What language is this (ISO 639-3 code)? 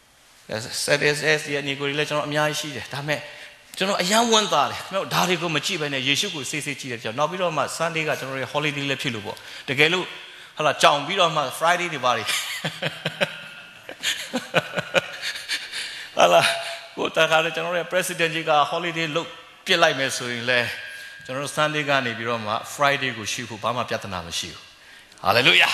mya